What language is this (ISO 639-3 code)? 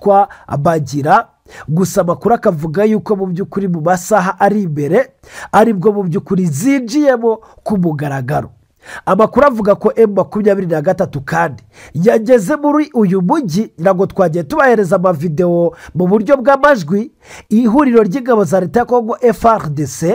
kin